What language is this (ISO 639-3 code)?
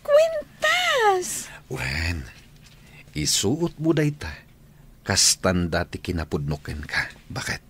ilo